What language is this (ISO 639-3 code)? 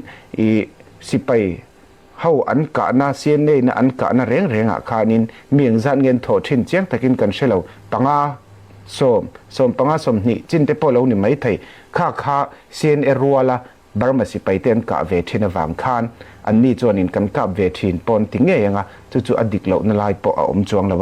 cfm